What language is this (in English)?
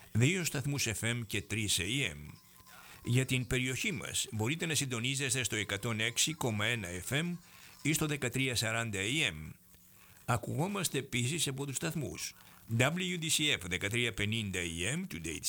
Greek